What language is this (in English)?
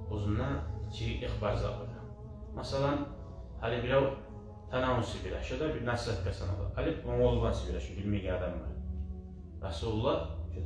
Kumyk